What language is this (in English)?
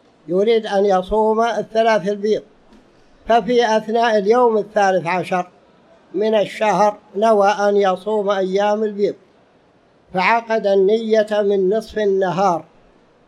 Arabic